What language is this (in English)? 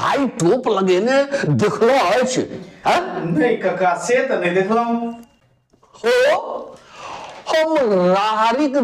Maithili